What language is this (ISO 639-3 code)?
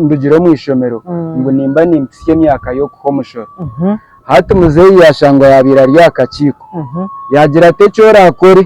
nyn